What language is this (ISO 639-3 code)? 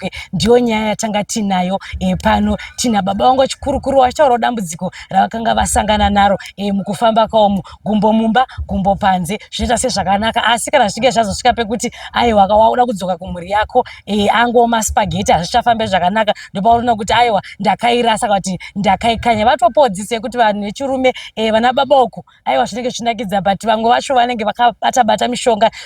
sna